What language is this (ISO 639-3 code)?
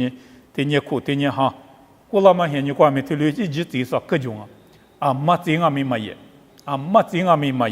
lis